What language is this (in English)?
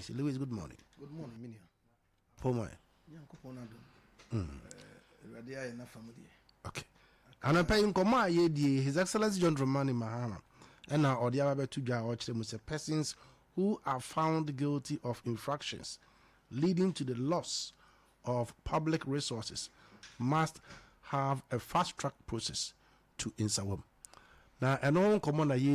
Akan